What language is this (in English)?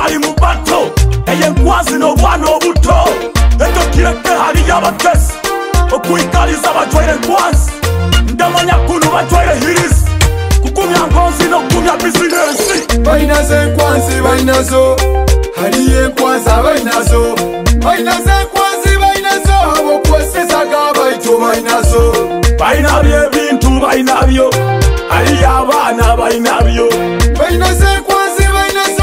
Nyoro